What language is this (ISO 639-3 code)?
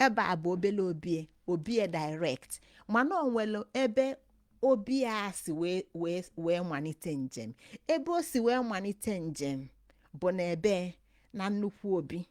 ibo